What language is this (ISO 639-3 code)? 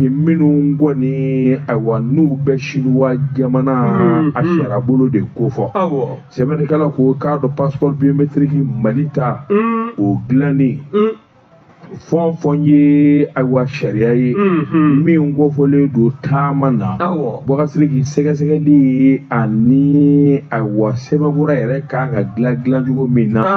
bam